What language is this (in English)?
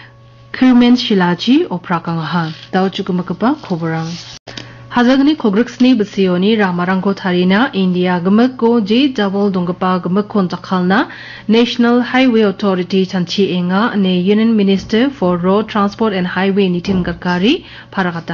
Garo